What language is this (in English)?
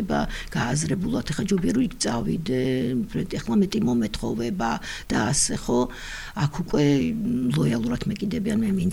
Georgian